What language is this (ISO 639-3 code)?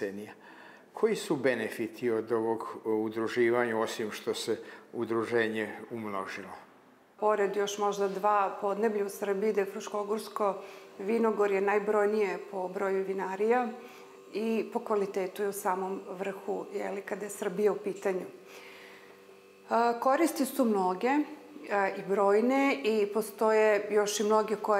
srp